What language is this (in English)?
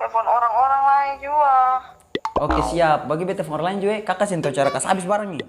Ambonese Malay